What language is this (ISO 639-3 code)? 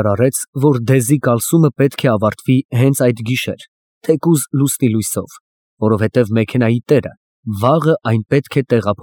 hye